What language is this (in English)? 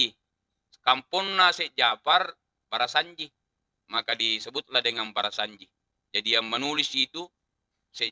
Buginese